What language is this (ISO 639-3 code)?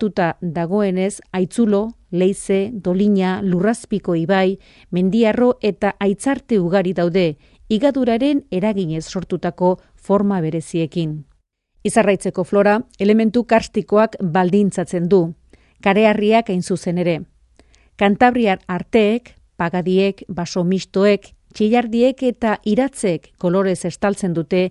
eus